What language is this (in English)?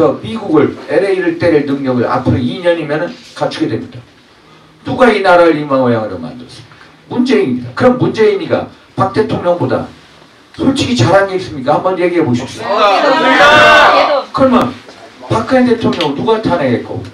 Korean